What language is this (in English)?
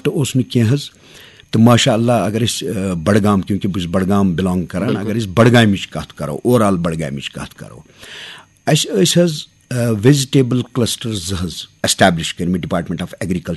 Kashmiri